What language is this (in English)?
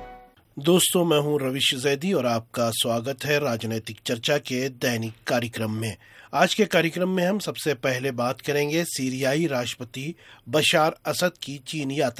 Hindi